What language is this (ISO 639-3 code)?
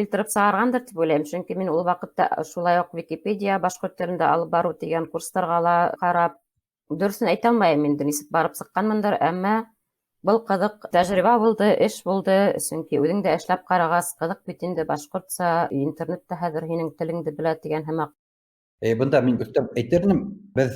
bak